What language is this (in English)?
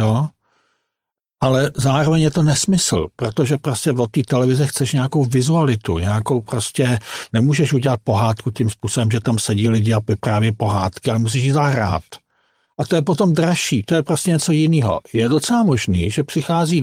Czech